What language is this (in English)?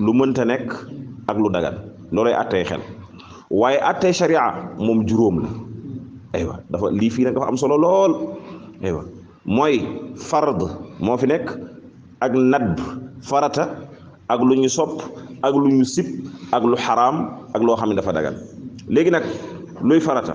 Wolof